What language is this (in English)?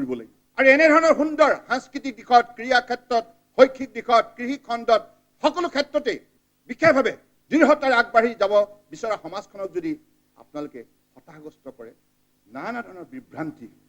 Assamese